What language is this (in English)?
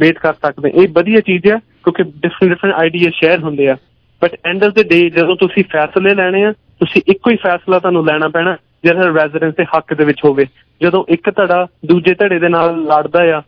Punjabi